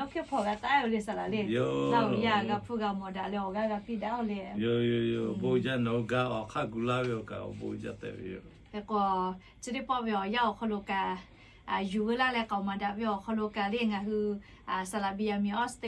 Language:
Lahu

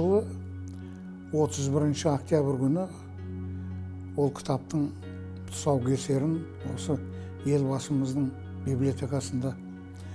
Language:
Kazakh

